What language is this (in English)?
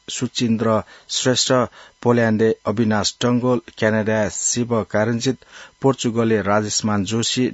Newari